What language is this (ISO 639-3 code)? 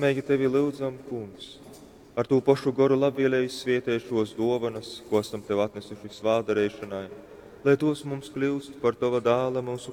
ltg